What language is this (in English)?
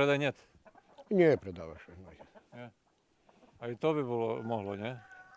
Rusyn